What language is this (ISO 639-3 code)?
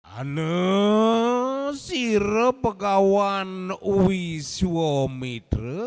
ban